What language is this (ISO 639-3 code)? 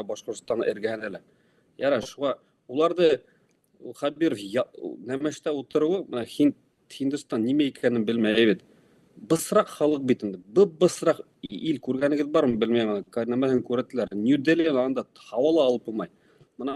bak